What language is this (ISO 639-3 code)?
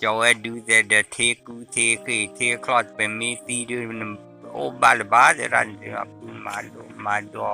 ksw